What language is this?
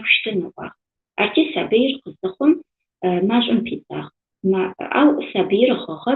Adyghe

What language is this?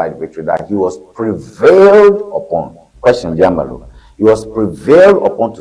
Ewe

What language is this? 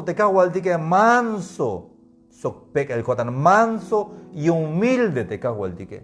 Tzeltal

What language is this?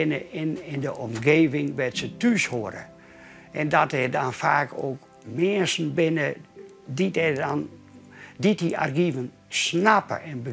Western Frisian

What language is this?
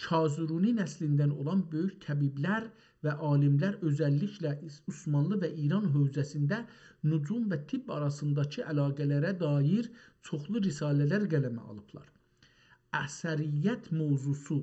South Azerbaijani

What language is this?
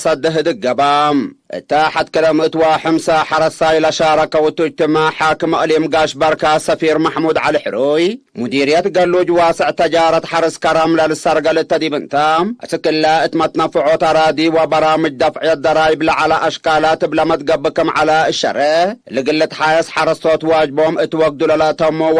Tigre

